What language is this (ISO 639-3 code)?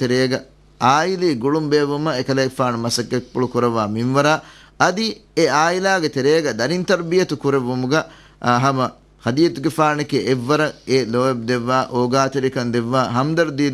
div